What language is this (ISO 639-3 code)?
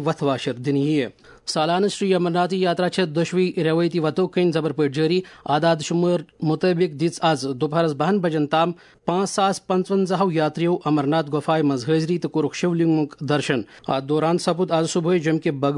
kas